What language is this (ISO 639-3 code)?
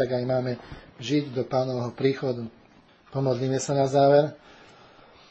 slk